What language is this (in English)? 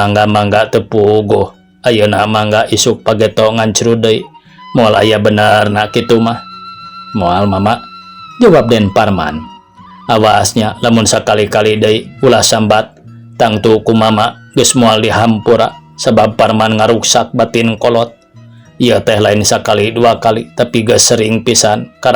Sundanese